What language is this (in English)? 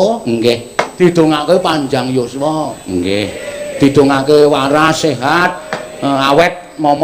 Javanese